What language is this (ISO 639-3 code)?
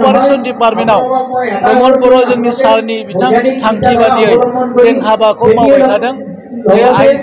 brx